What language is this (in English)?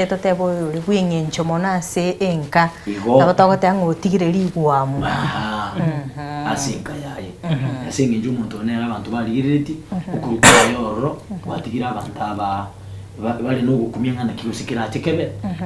Gusii